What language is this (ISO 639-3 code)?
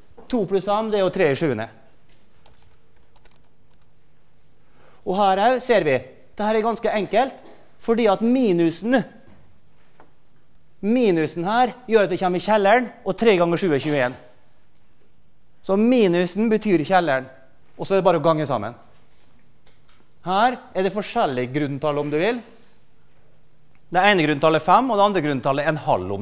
nor